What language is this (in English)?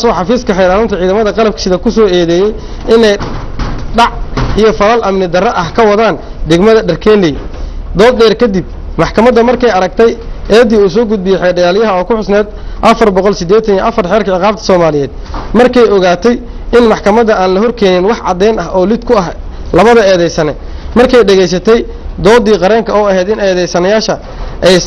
Somali